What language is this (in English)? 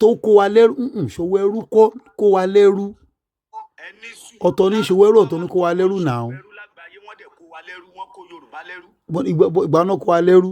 Yoruba